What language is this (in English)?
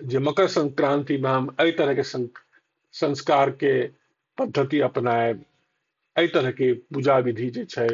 Maithili